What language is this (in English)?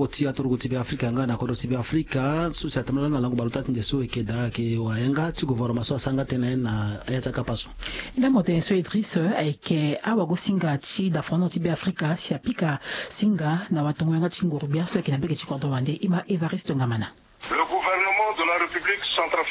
Sango